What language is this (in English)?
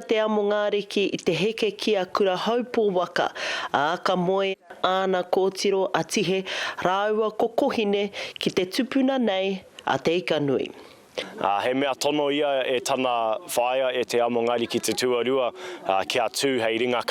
Māori